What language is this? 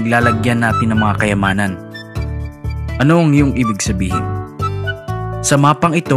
Filipino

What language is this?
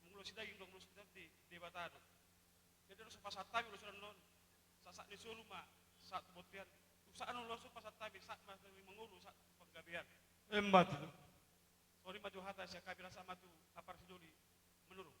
Batak Toba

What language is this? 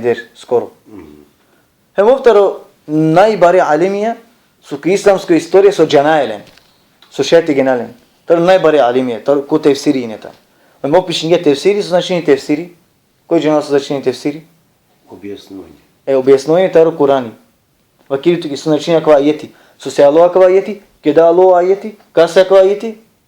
Balkan Romani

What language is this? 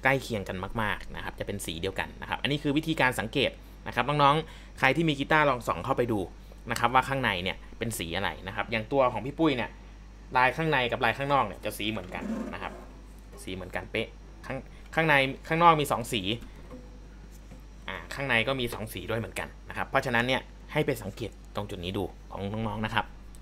Thai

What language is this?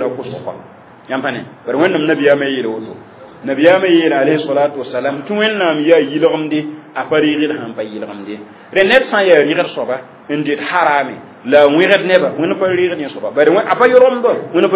Mossi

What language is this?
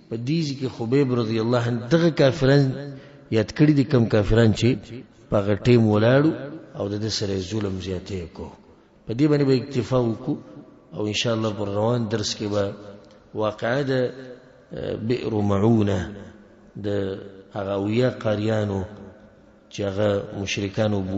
Pashto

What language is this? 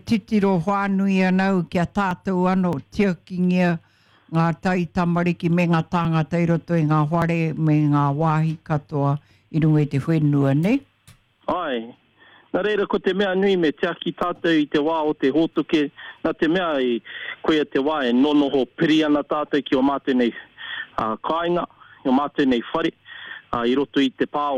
Māori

